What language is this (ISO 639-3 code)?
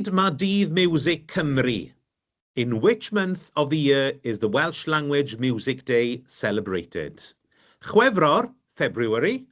cym